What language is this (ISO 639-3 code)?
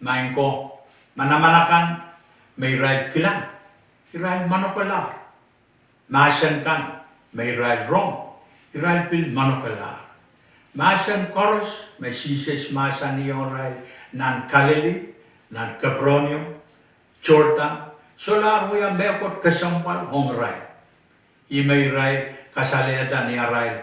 pon